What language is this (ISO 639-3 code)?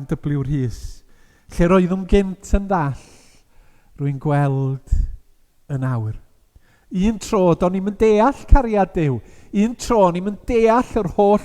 cym